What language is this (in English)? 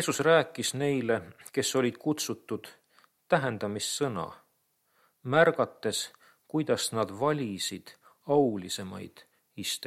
Estonian